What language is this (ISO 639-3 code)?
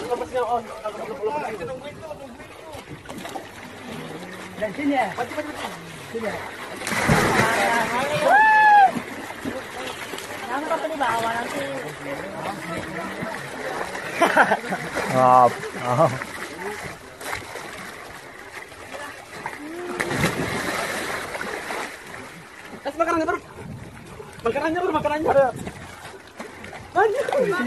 ind